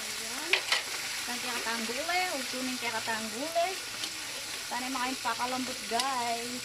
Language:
Pampanga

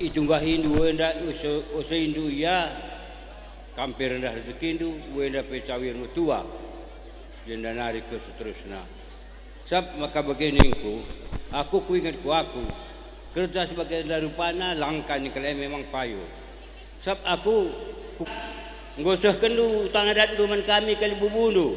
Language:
Batak Karo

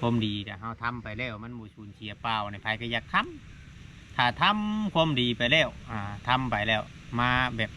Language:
Northeastern Thai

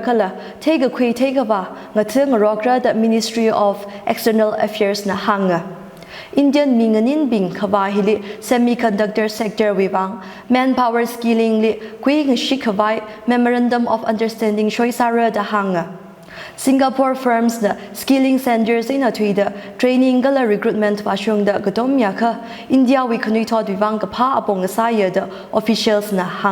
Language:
Tangkhul Naga (India)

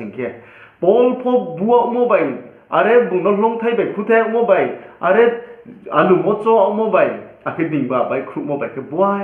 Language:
Riang (India)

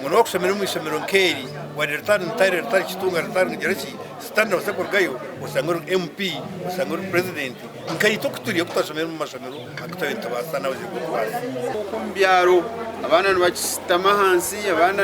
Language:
Nyankole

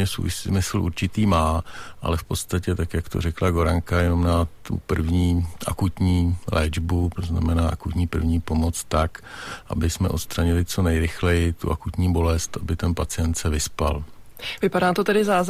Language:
Czech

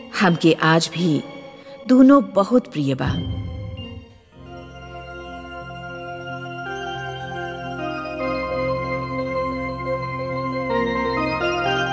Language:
Bhojpuri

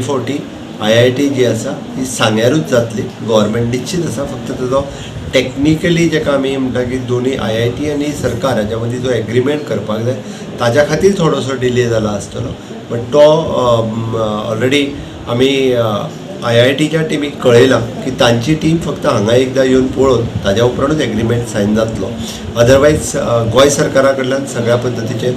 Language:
Konkani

